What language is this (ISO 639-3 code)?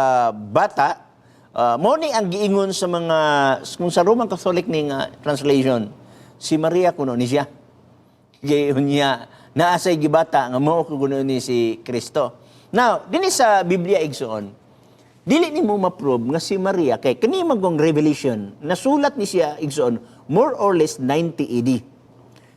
ceb